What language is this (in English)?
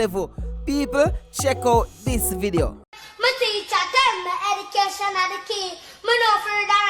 Jamaican Creole English